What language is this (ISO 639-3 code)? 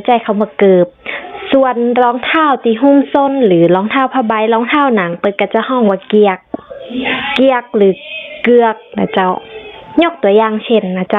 nod